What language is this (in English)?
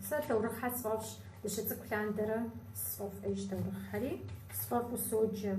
Kabardian